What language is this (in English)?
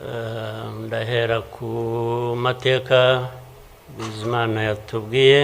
Kinyarwanda